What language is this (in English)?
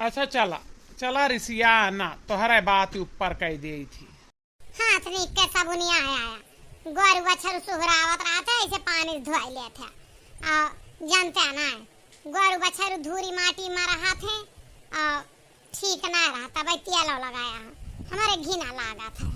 Awadhi